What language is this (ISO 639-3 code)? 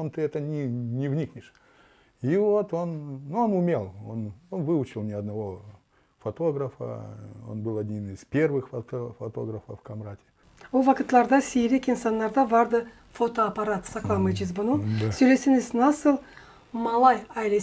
gag